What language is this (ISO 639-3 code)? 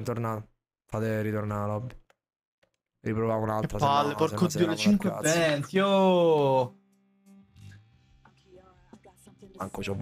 ita